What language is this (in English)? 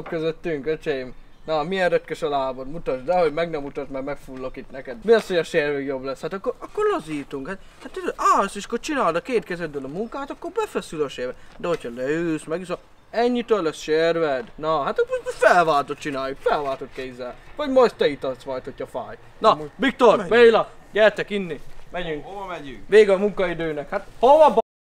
Hungarian